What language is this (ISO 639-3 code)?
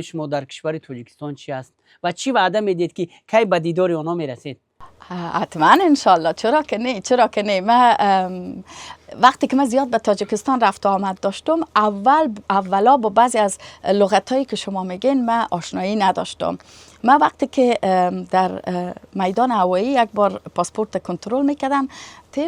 fas